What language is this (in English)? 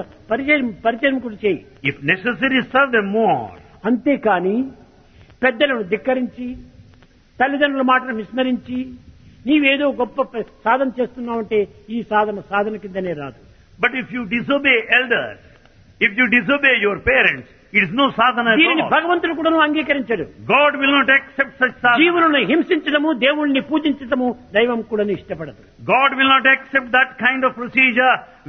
Telugu